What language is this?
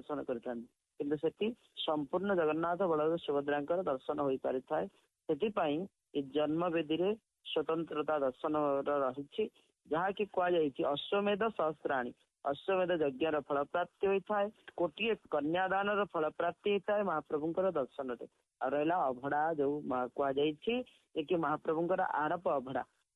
Odia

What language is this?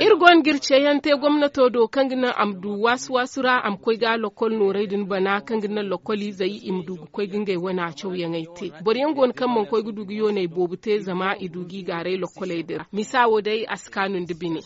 Zarma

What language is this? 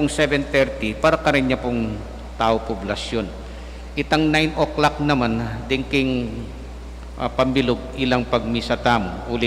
Pampanga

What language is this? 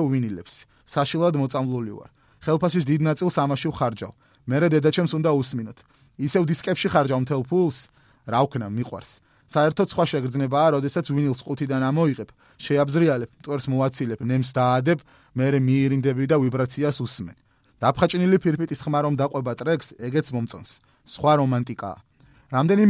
Georgian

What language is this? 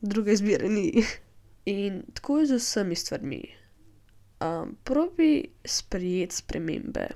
Slovenian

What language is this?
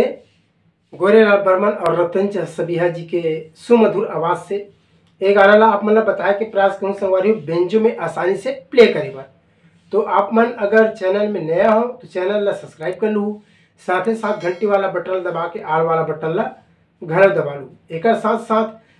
Chhattisgarhi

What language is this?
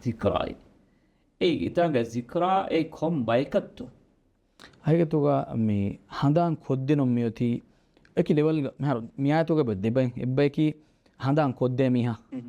Divehi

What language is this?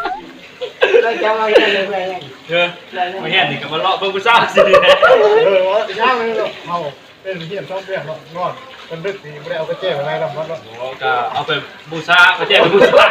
Lao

